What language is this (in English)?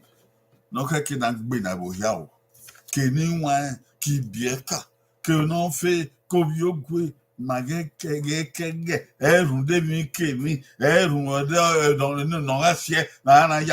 Bini